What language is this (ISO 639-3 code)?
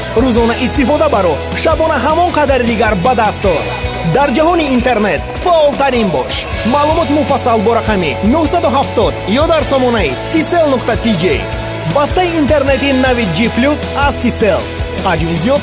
tgk